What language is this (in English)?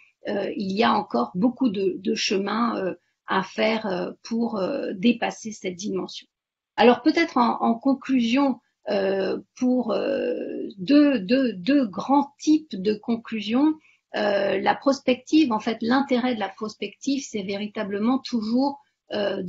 French